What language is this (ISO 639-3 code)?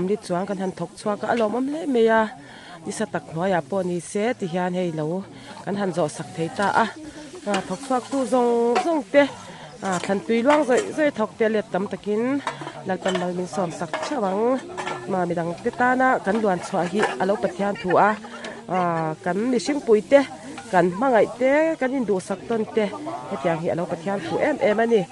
lus